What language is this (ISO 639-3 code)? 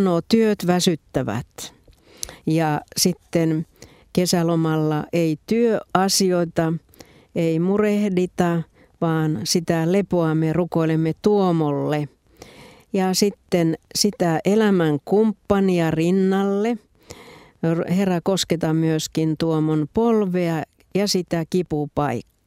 fin